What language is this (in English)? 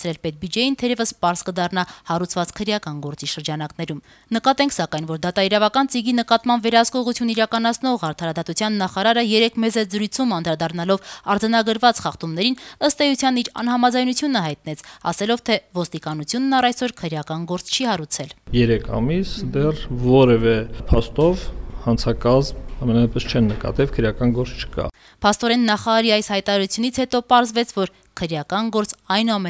Armenian